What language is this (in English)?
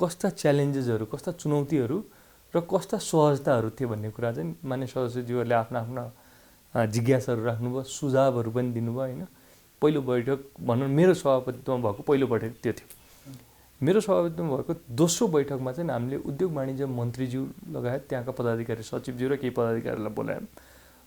Nepali